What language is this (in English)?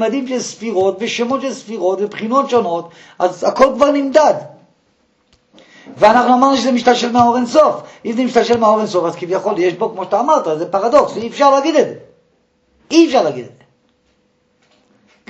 Hebrew